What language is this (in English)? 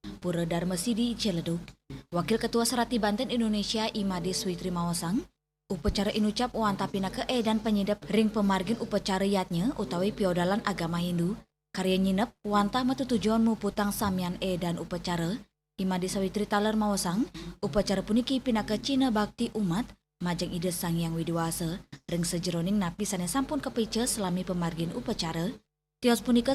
Balinese